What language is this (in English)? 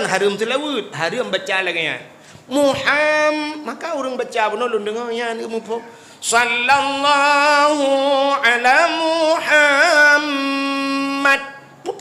Achinese